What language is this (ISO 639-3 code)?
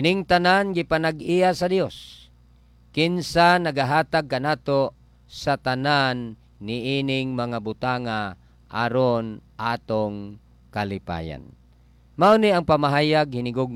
ceb